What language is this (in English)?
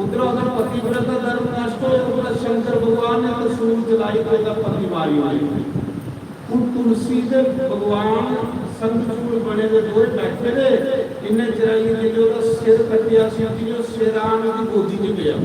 Dogri